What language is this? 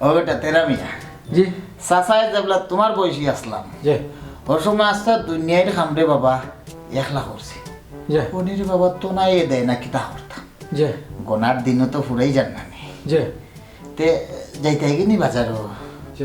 Sylheti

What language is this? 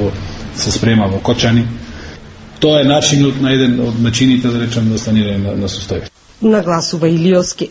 Macedonian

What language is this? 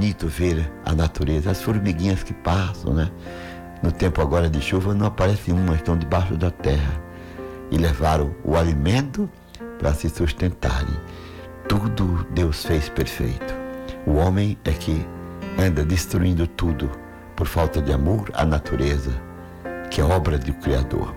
Portuguese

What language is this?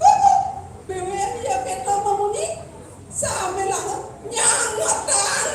Balinese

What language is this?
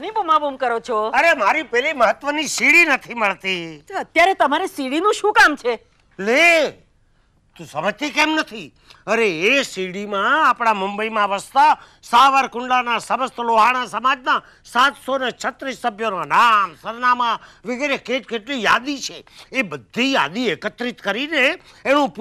Gujarati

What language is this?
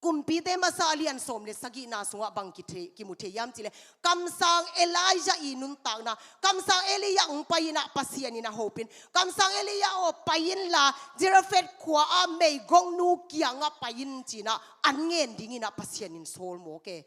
Tedim Chin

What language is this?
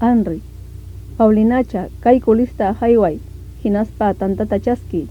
Ayacucho Quechua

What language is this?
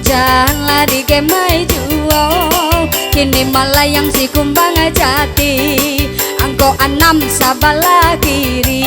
Minangkabau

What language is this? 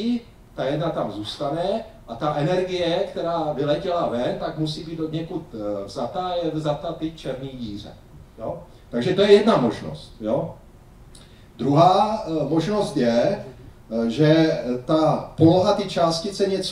Czech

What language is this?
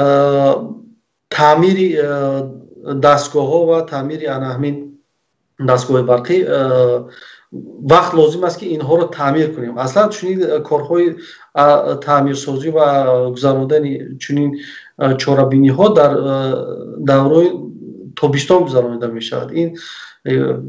Tajik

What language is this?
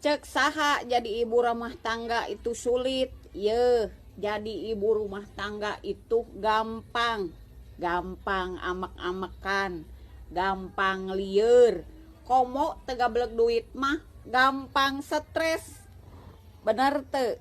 Sundanese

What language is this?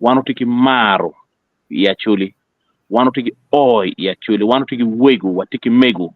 Acoli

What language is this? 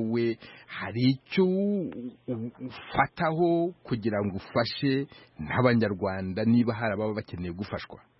Kinyarwanda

